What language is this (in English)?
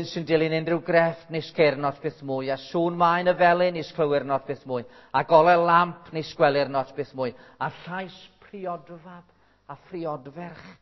Welsh